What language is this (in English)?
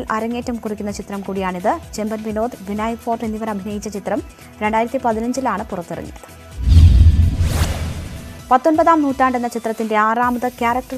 Malayalam